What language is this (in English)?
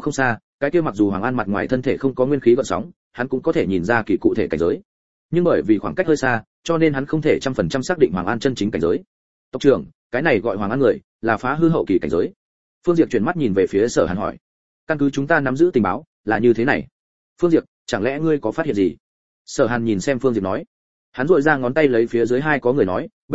Vietnamese